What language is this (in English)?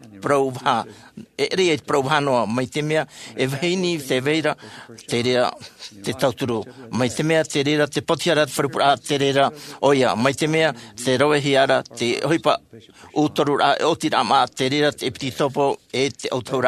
Tahitian